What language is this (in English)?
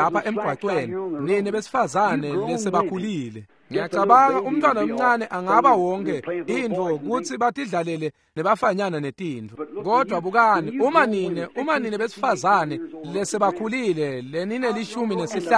Swati